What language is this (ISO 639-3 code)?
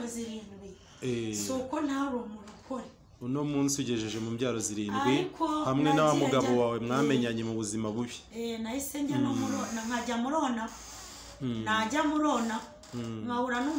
kin